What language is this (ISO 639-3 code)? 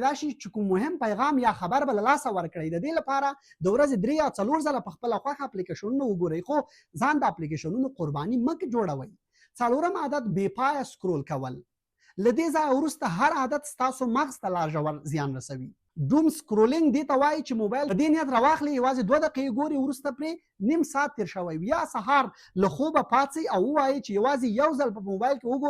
pus